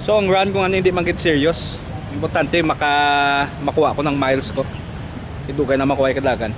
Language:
Hiligaynon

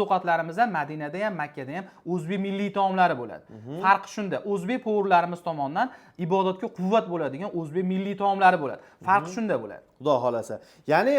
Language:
Uzbek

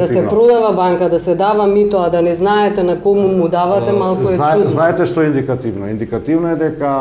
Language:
Macedonian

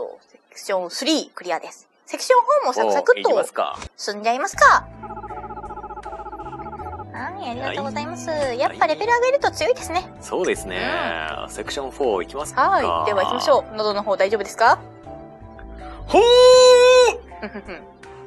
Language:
Japanese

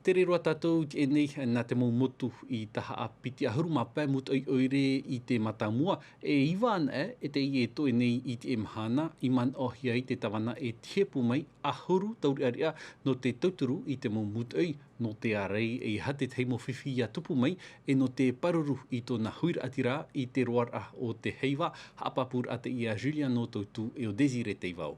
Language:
Tahitian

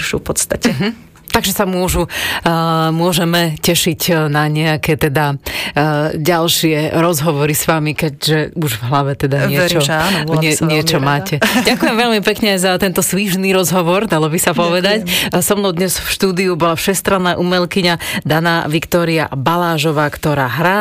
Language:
Slovak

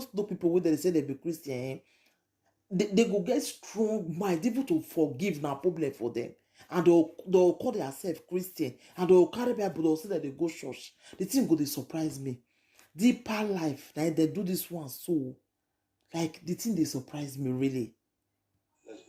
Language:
Nigerian Pidgin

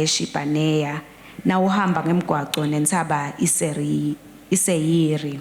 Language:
Swati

